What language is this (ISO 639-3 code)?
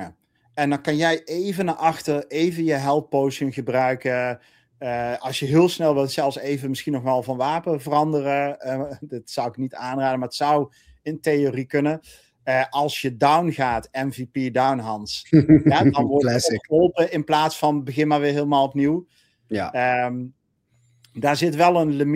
nld